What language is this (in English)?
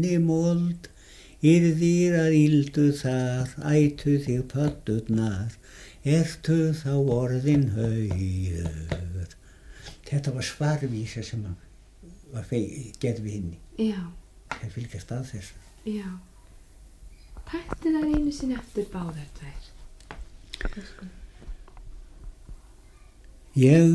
Icelandic